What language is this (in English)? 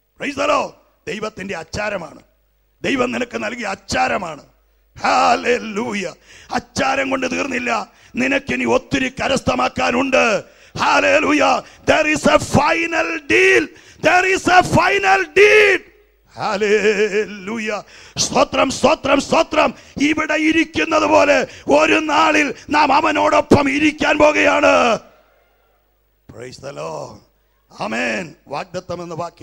Malayalam